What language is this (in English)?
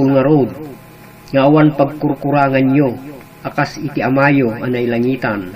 Iloko